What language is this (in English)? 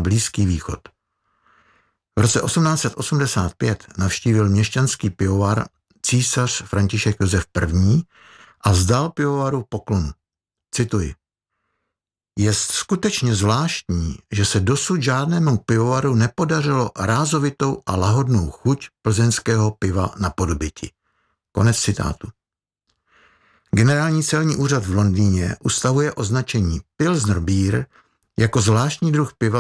Czech